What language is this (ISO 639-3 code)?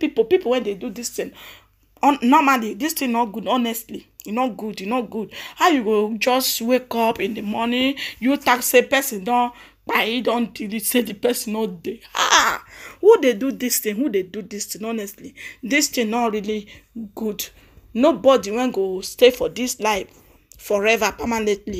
pcm